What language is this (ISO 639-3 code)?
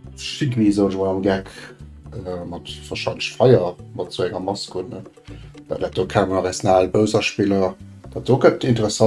ltz